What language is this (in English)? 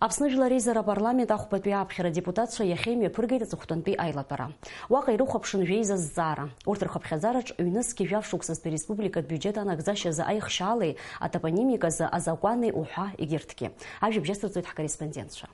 Abkhazian